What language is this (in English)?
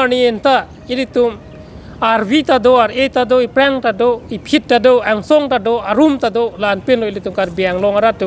Karbi